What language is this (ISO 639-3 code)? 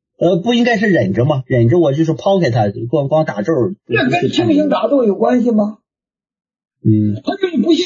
zho